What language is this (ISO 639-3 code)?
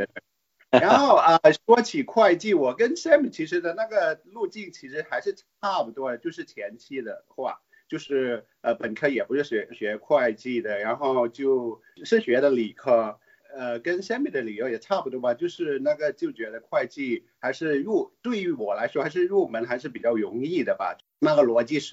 zho